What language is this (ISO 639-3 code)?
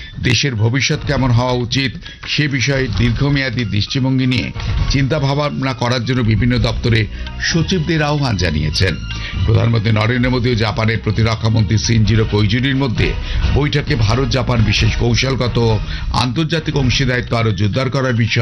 ben